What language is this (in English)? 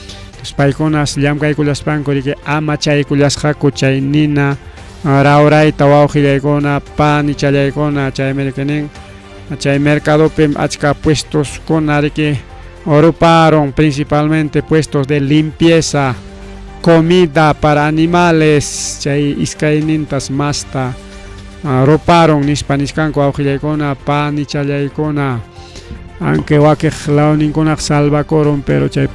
Ayacucho Quechua